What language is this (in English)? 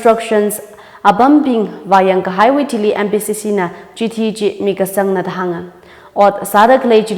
Tangkhul Naga (India)